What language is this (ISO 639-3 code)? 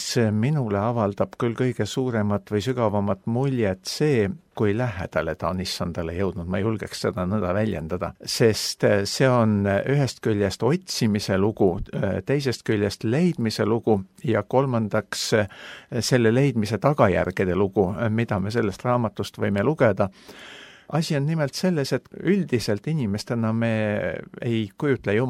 est